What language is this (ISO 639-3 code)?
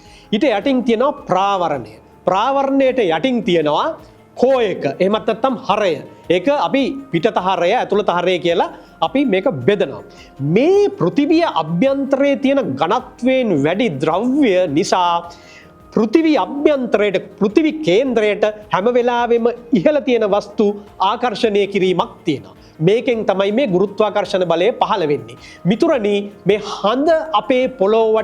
sin